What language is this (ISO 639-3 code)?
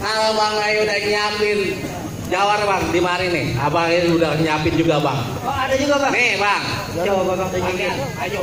bew